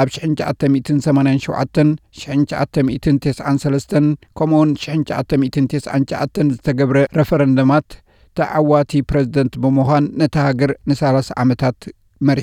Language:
Tigrinya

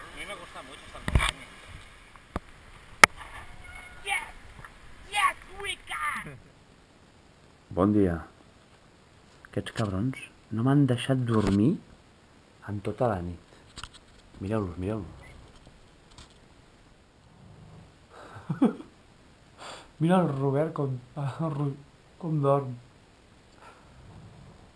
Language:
Catalan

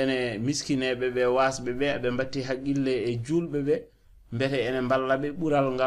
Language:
Fula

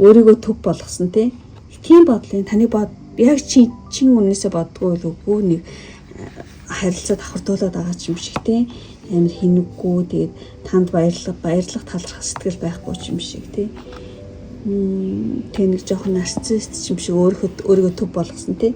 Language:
Mongolian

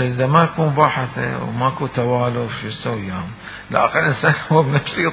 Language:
Mesopotamian Arabic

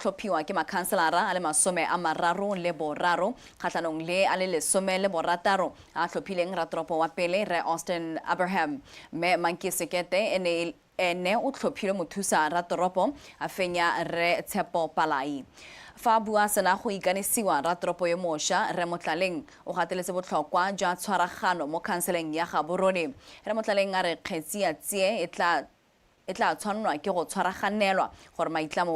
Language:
Tswana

